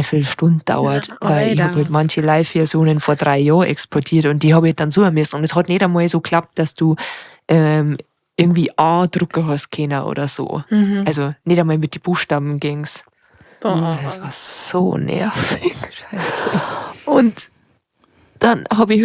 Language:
Bavarian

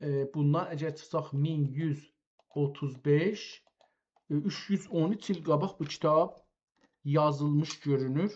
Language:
South Azerbaijani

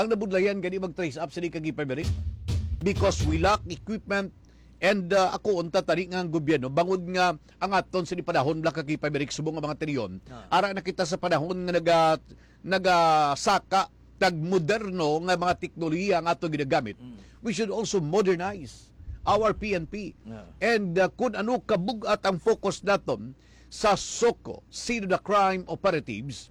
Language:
Hiligaynon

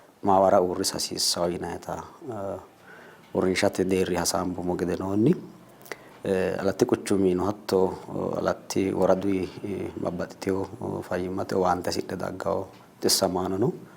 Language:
Sidamo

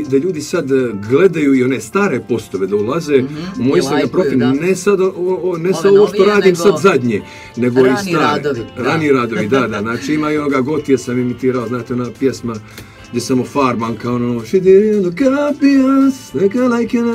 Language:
Croatian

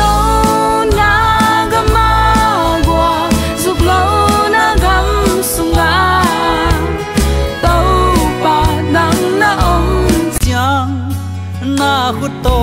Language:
Tedim Chin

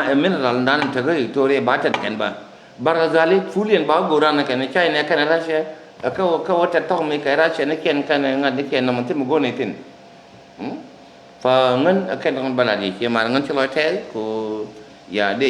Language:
Nuer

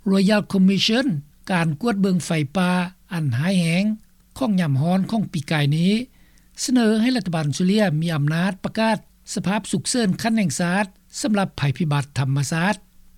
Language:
Lao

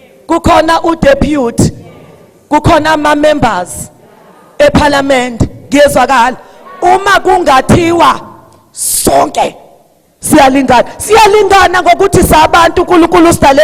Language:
Zulu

